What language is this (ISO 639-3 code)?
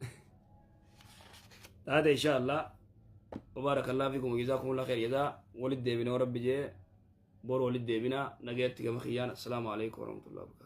orm